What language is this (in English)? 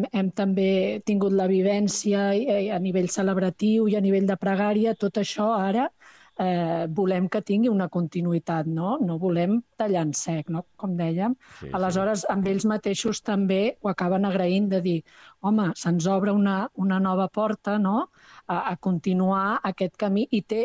Catalan